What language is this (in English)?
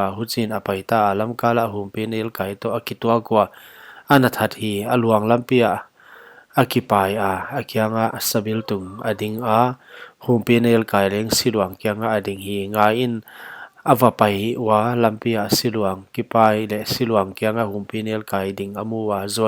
Paite Chin